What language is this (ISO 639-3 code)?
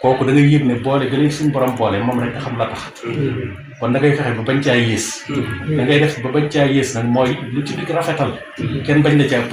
wol